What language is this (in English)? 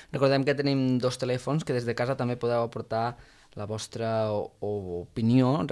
Catalan